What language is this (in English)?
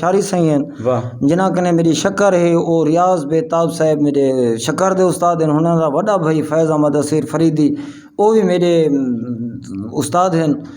Saraiki